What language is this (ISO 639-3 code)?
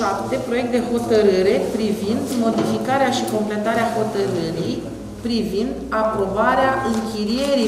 ron